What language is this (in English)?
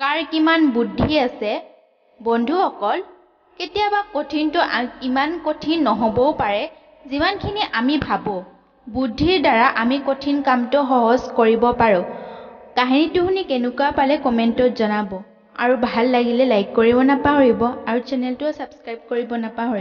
Assamese